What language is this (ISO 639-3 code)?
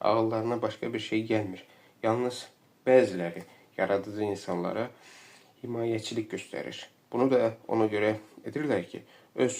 aze